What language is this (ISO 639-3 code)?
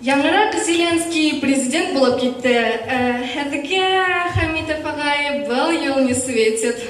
bak